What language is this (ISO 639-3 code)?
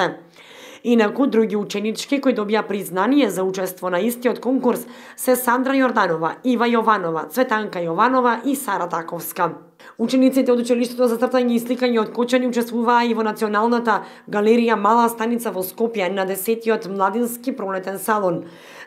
mkd